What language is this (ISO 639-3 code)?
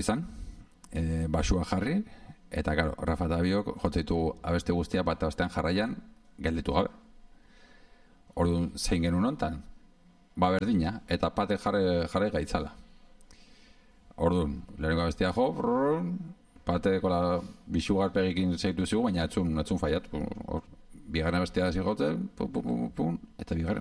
eus